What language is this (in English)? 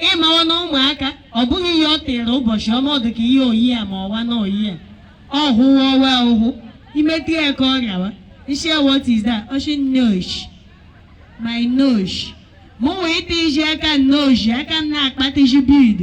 Igbo